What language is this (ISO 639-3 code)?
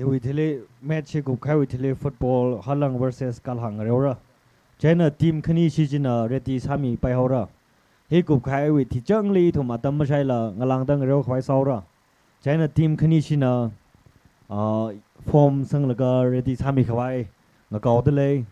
nmf